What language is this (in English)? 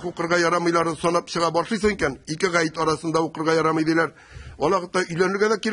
Tatar